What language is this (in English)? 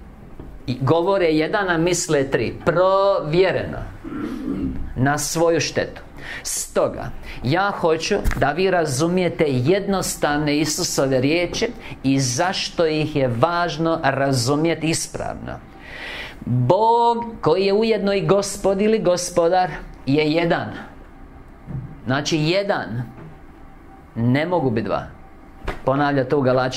Croatian